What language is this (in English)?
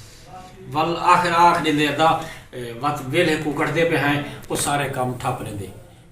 Saraiki